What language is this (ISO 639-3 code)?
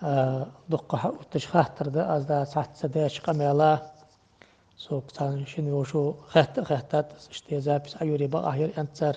inh